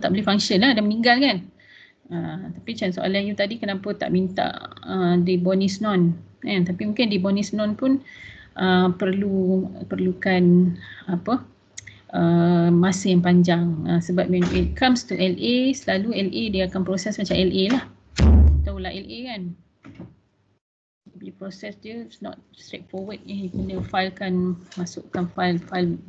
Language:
Malay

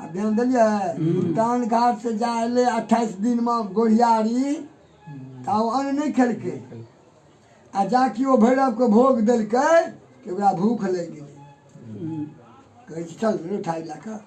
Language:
Maithili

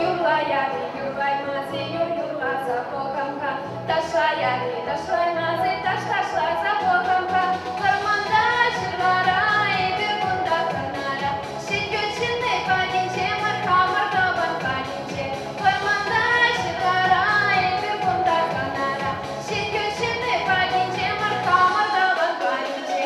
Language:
Chuvash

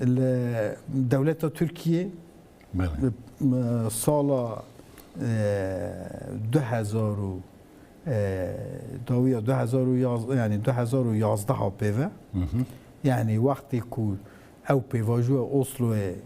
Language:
Kurdish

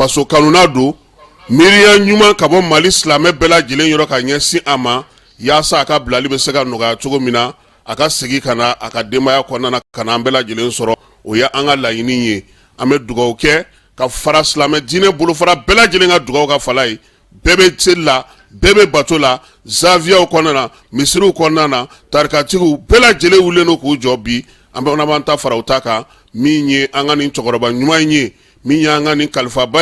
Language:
Bambara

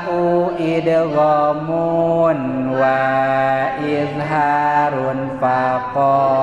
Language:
Sundanese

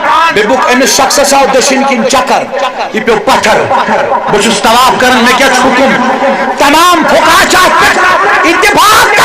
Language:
Kashmiri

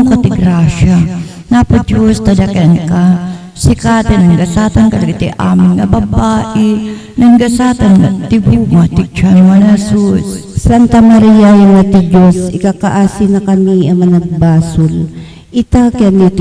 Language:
Iloko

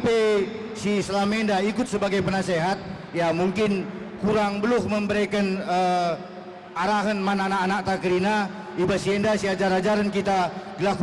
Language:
Batak Karo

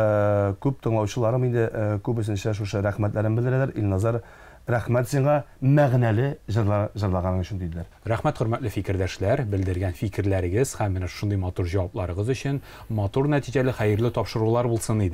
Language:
Tatar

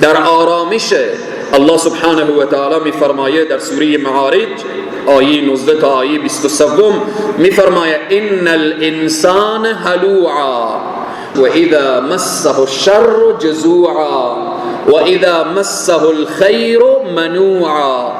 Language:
Persian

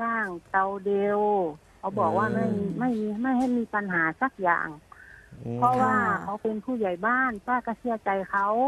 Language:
Thai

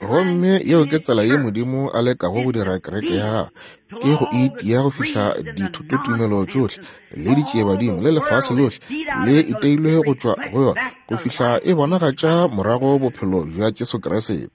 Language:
Northern Sotho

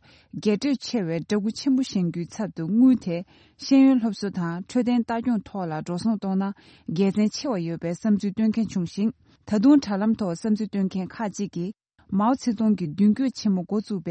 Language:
Tibetan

